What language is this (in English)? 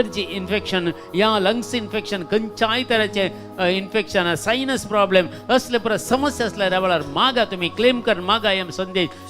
Konkani